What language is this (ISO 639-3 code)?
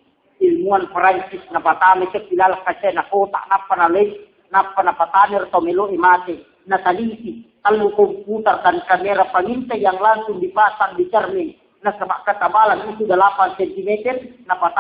bug